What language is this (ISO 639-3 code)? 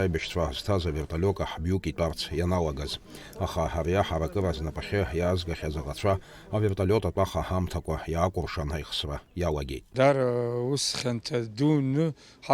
abk